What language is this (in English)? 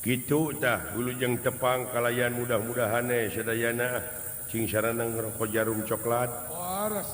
Sundanese